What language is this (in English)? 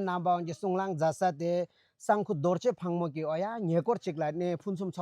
Tibetan